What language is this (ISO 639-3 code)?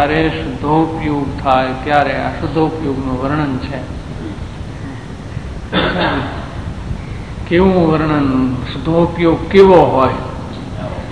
guj